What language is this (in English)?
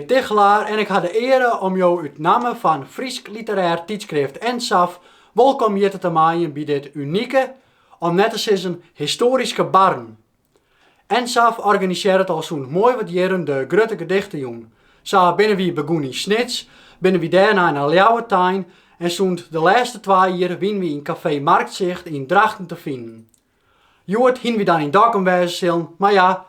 Western Frisian